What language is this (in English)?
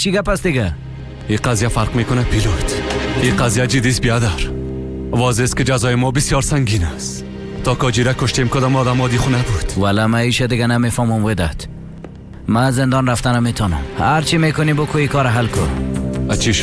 Persian